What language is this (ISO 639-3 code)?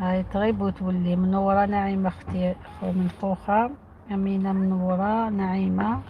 arq